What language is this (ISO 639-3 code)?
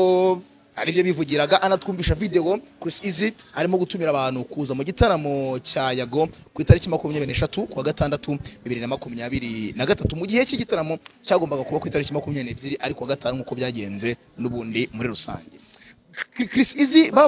kin